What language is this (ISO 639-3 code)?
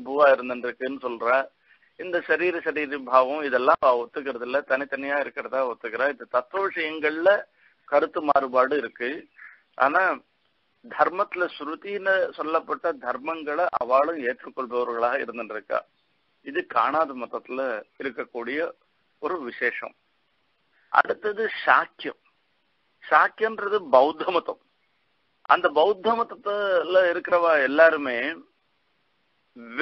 tam